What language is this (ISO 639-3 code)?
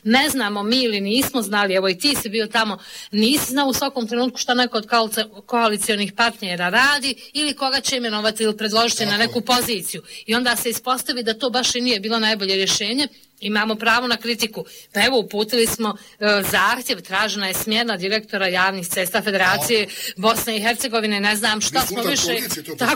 bos